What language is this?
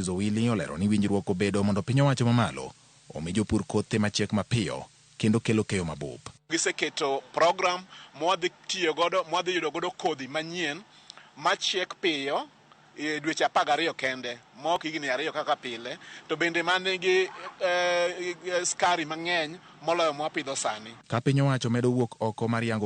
Luo (Kenya and Tanzania)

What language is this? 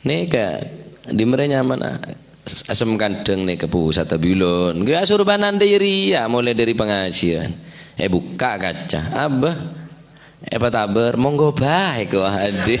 Madurese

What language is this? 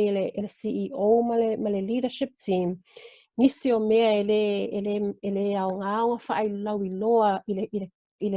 Samoan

